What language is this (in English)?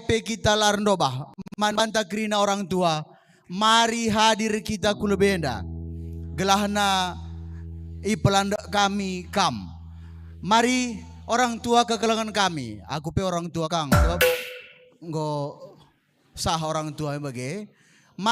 Batak Karo